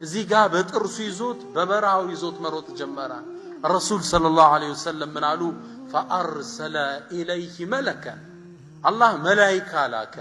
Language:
Amharic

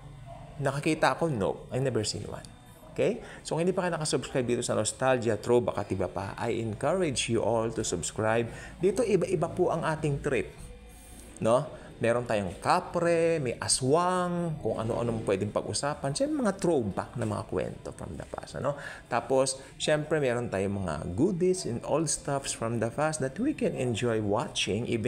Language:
Filipino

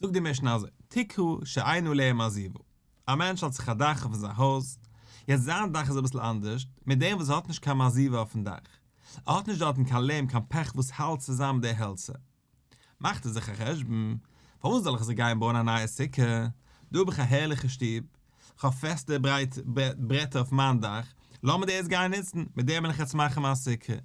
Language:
Yiddish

